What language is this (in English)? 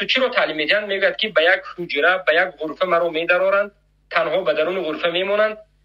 Tajik